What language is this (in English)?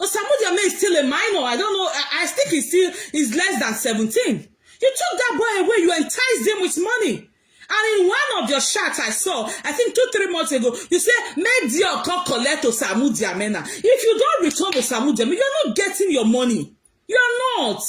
Nigerian Pidgin